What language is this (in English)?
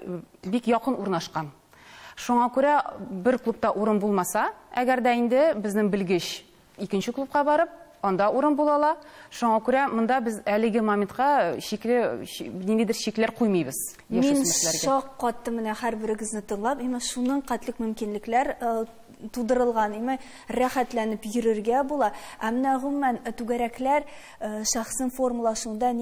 Tatar